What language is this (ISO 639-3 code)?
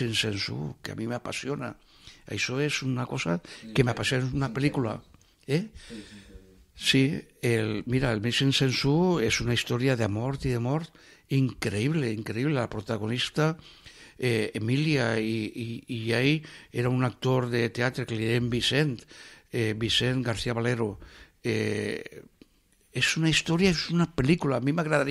cat